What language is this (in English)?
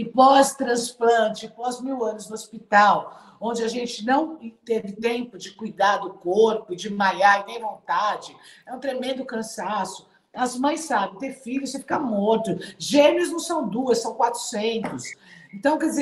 Portuguese